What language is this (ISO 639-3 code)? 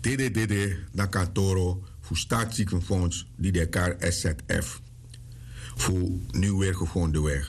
srn